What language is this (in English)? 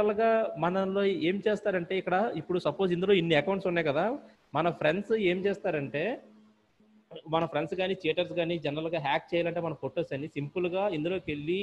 Telugu